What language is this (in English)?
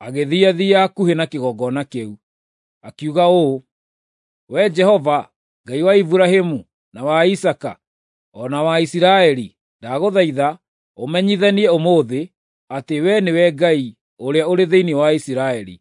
Kikuyu